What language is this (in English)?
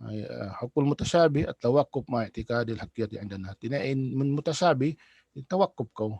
Tausug